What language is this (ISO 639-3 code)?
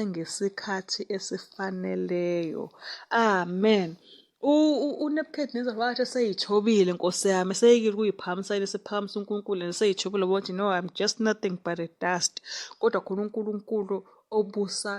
zul